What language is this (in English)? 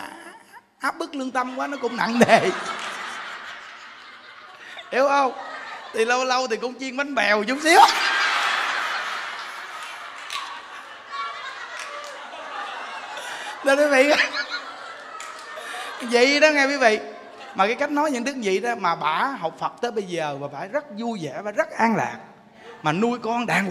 Vietnamese